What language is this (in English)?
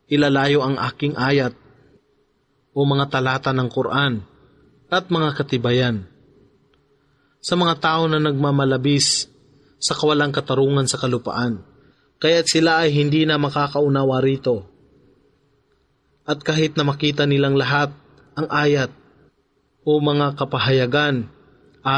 Filipino